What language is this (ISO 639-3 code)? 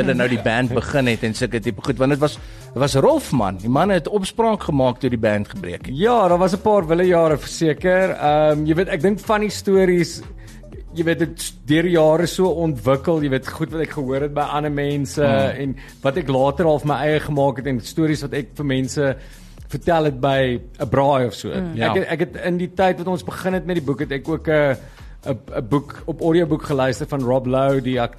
afr